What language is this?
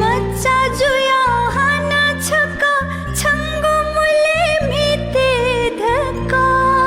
Newari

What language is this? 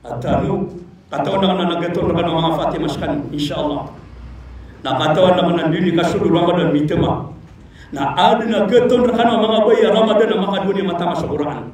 Maranao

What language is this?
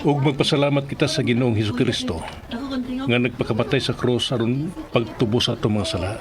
Cebuano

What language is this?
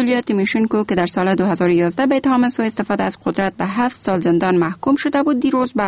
Persian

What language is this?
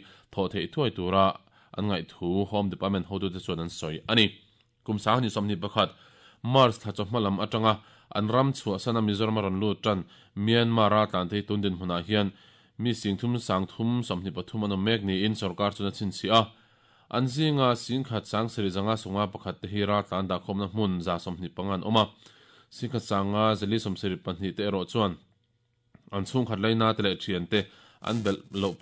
Mizo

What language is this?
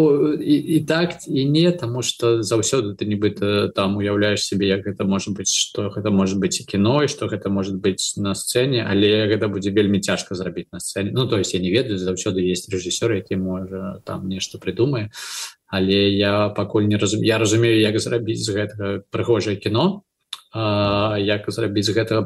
Belarusian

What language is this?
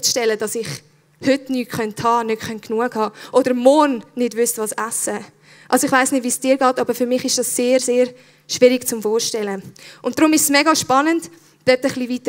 Swiss German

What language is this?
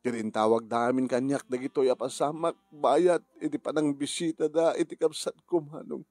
Iloko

